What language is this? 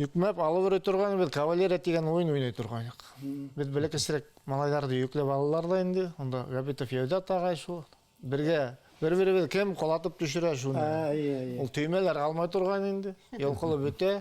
Bashkir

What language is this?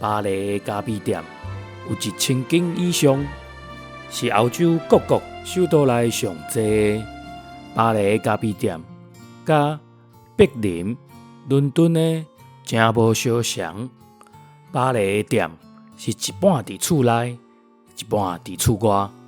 Min Nan Chinese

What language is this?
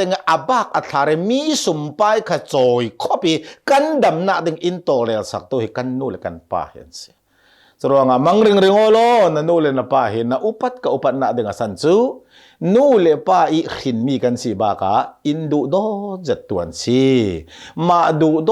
Hakha Chin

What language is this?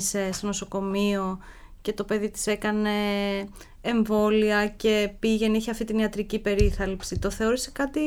Greek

